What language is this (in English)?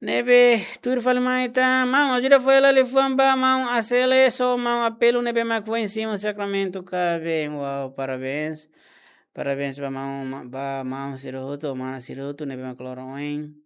Tetum